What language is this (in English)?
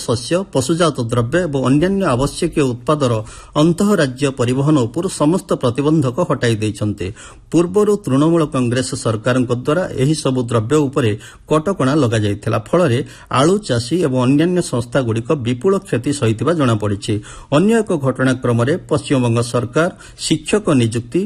Odia